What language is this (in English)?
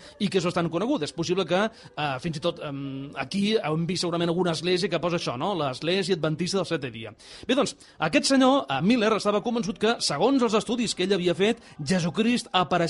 Catalan